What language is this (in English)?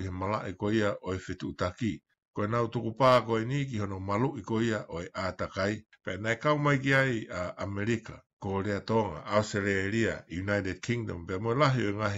Tongan